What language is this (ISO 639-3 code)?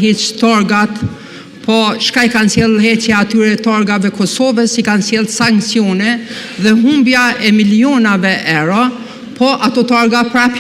sqi